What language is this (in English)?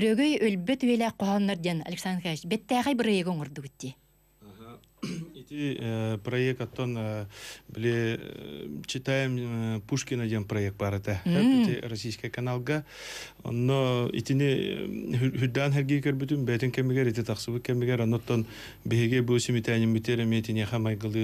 Yakut